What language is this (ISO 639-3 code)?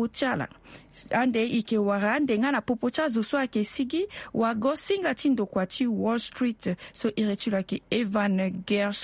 sag